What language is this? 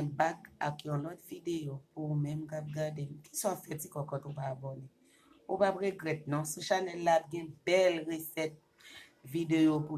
Haitian Creole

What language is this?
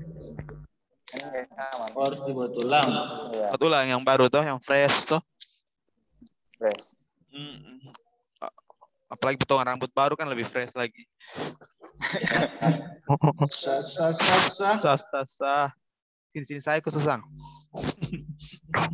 Indonesian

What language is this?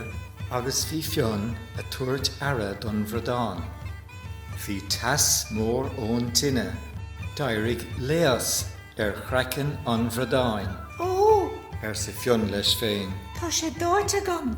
Irish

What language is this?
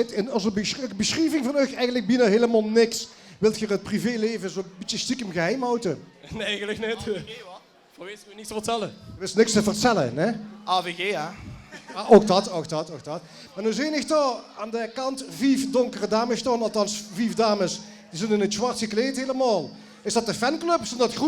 Limburgish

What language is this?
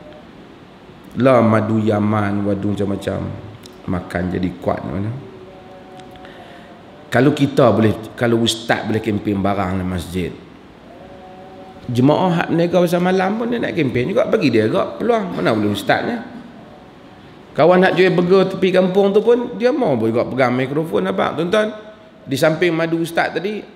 Malay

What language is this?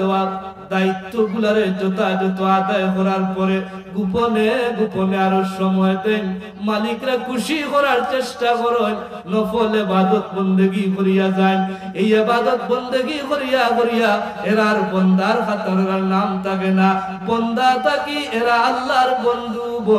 Sylheti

